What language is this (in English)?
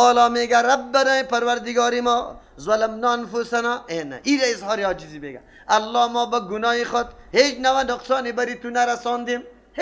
Persian